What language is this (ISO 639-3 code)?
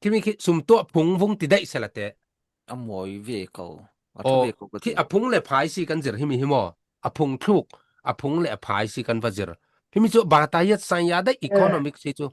cfm